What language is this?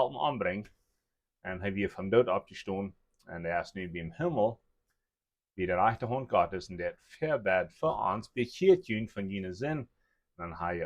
Plautdietsch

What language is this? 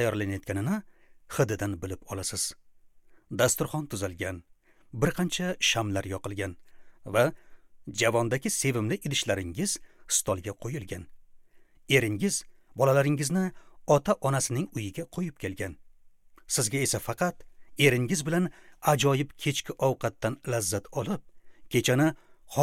Uzbek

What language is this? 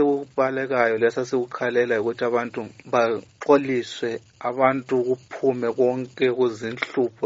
North Ndebele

